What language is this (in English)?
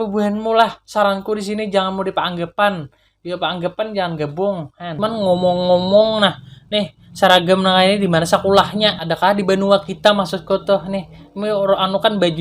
Banjar